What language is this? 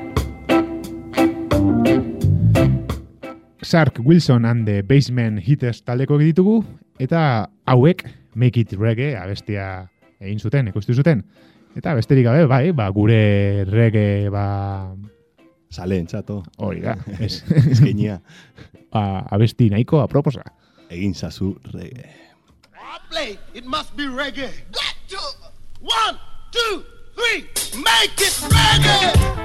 Basque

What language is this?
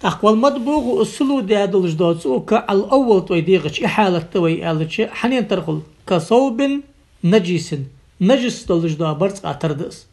Ingush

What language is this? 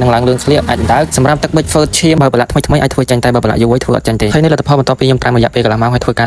Khmer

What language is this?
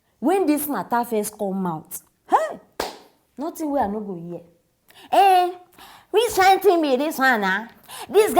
Nigerian Pidgin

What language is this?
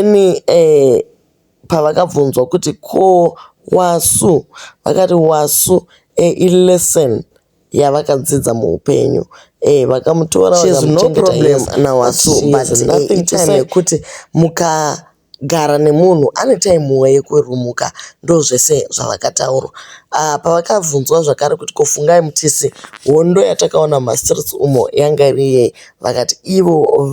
Shona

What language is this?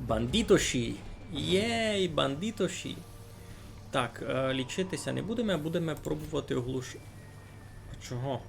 Rusyn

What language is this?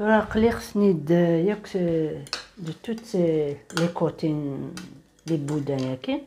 Kabyle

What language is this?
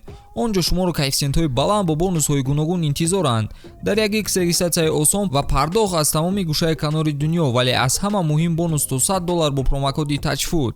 Tajik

